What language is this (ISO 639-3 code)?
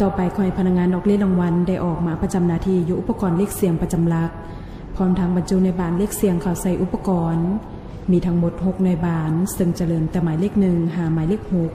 lao